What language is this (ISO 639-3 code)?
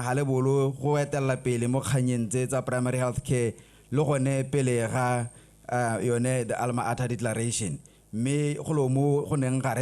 tsn